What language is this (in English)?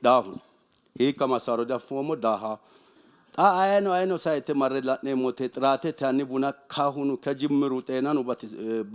Sidamo